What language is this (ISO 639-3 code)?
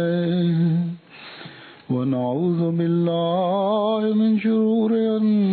ben